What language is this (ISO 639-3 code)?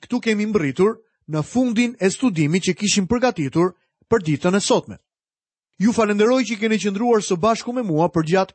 sqi